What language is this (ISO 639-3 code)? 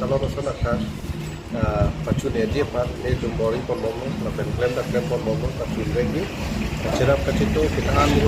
mjw